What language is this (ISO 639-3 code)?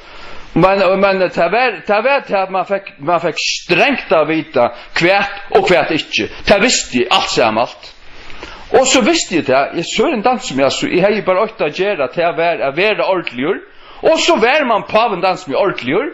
fao